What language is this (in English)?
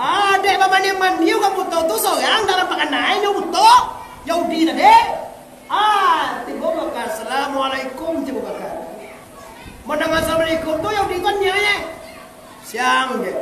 Minangkabau